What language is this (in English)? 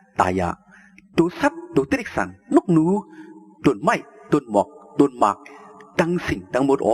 Shan